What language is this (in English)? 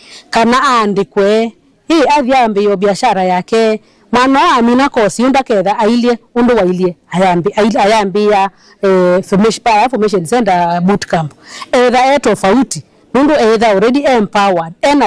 Kamba